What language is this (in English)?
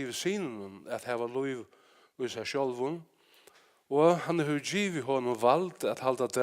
Faroese